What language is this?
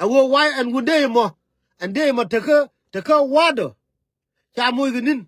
Nuer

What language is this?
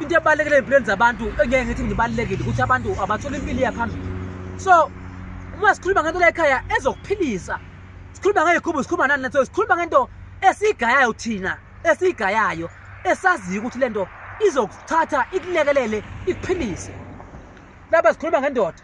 Zulu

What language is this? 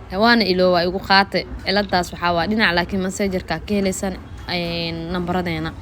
Somali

